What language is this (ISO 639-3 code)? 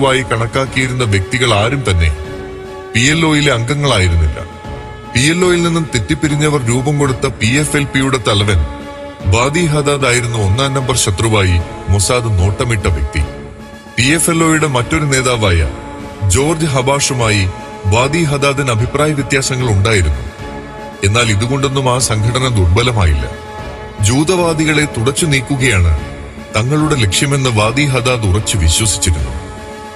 mal